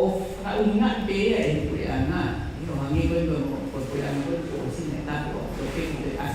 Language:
Tongan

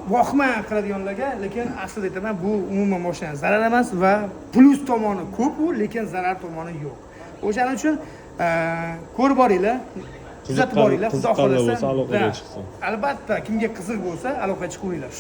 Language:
Uzbek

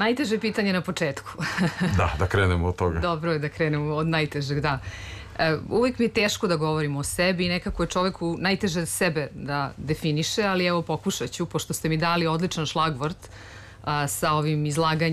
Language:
Serbian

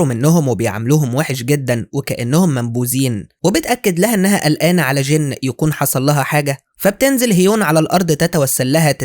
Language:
Egyptian Arabic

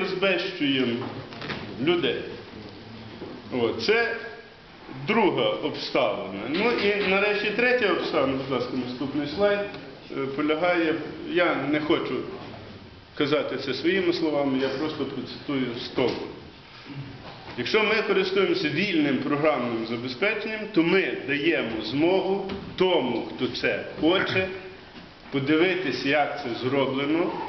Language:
Ukrainian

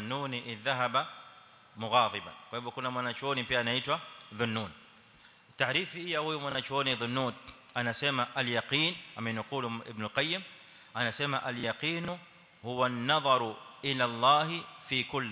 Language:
Swahili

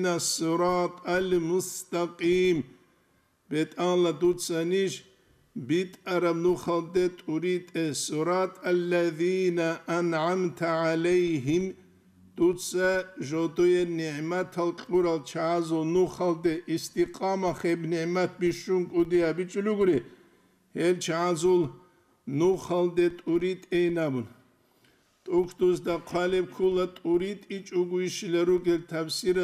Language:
Avaric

